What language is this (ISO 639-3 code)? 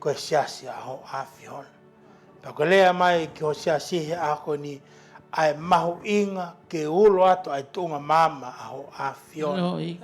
ton